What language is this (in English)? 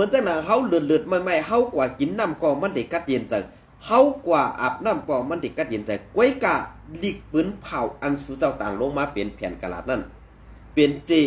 Shan